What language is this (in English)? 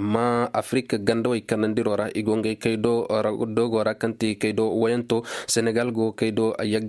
Koyraboro Senni